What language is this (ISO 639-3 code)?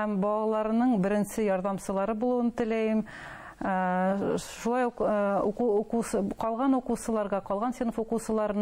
bak